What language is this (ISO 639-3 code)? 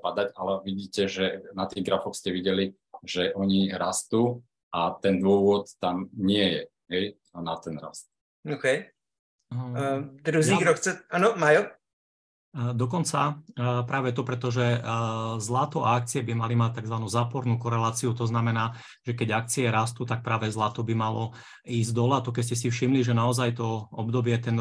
slk